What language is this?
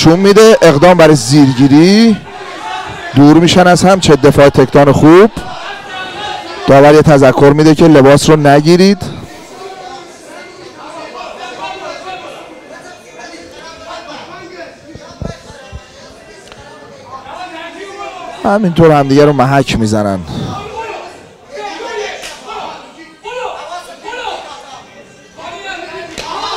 Persian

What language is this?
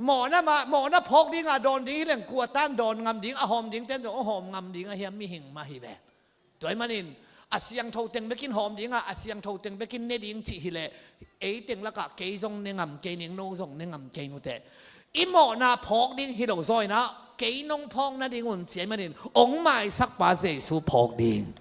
Tedim Chin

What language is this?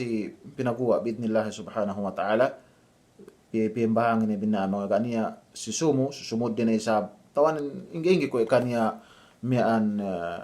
Yakan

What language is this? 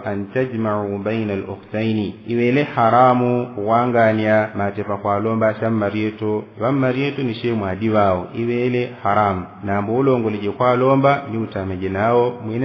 Yao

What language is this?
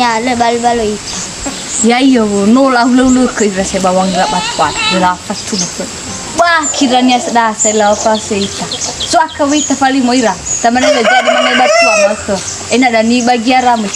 Nias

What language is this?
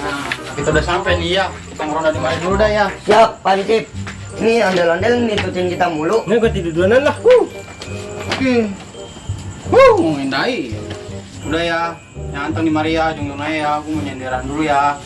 Betawi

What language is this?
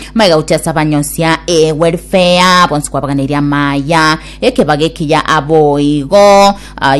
Gusii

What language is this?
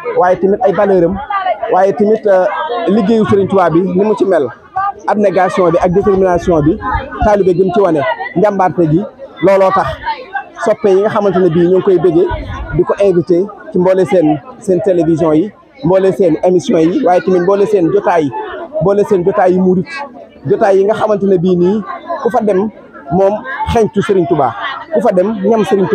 Wolof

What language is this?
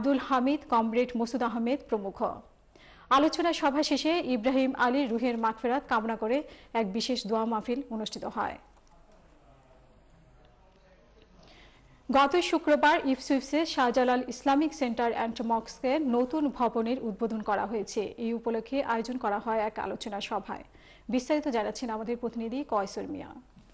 Bangla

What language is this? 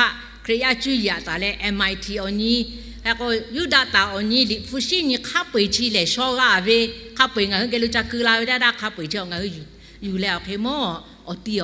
Lahu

